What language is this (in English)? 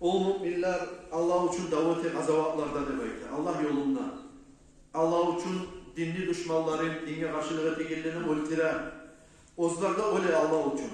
Kumyk